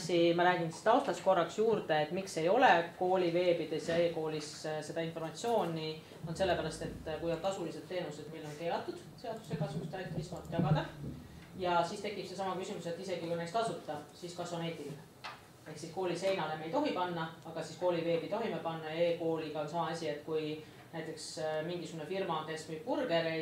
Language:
Estonian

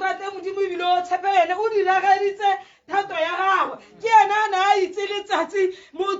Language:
Tswana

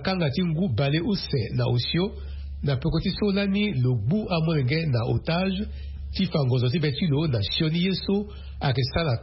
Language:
Sango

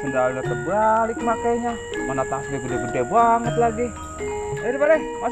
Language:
Betawi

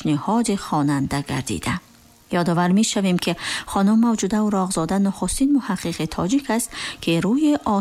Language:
Persian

